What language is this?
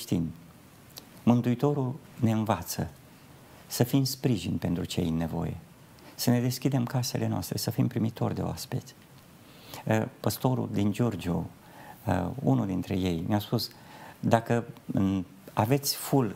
Romanian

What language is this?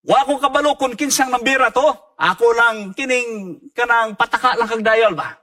Cebuano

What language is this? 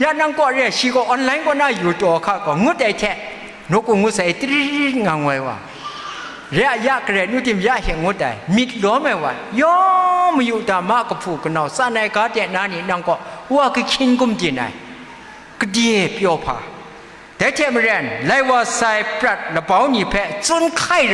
Kachin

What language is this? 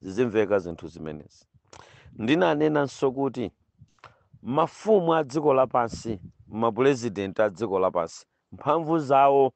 Nyanja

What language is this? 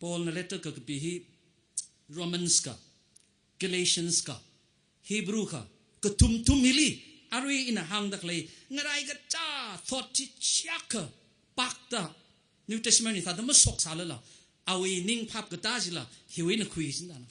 Tangkhul Naga (India)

